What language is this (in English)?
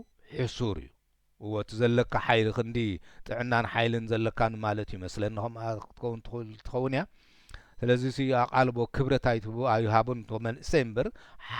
Tigrinya